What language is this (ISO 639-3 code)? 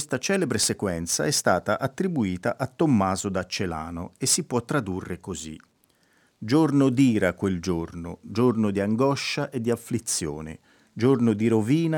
ita